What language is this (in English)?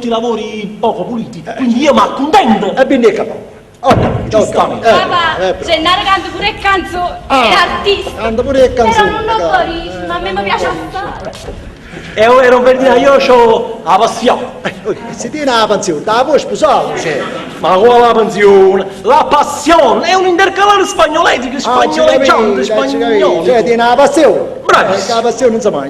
Neapolitan